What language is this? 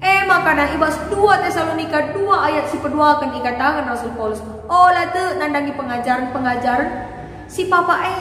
Batak Karo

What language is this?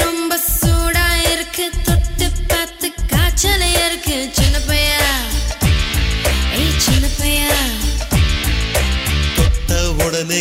Tamil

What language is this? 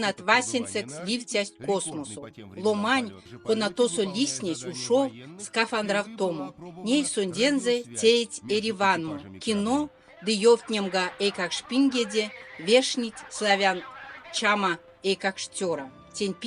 Erzya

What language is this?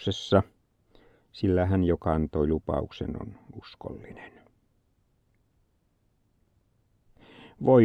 Finnish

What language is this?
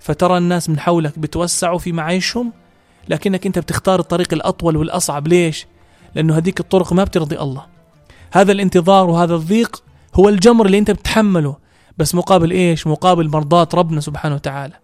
North Levantine Arabic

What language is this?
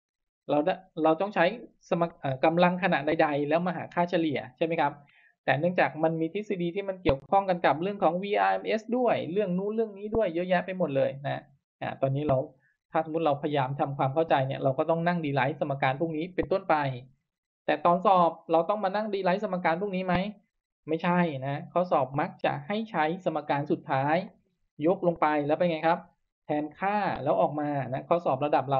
Thai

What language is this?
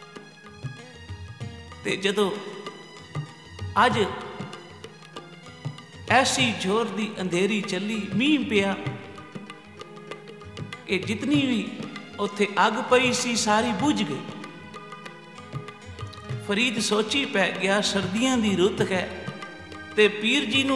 Punjabi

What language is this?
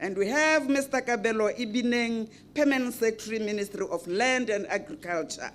Tswana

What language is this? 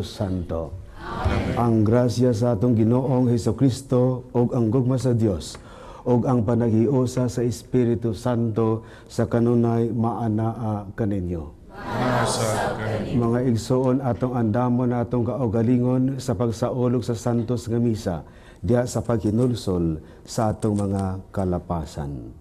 Cebuano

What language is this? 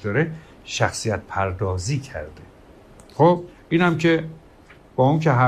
Persian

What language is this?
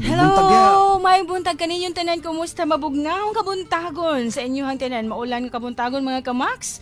Cebuano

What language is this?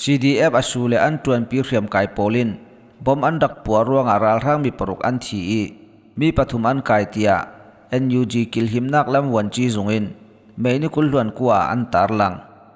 Falam Chin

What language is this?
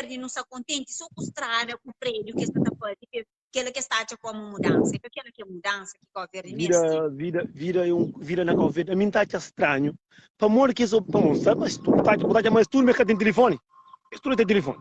Kabuverdianu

